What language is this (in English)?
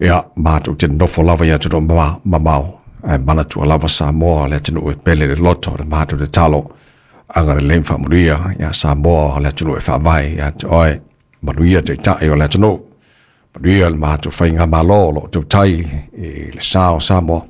Samoan